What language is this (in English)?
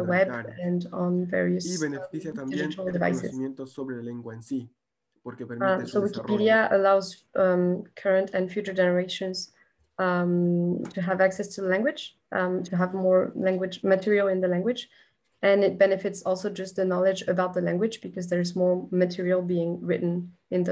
Quechua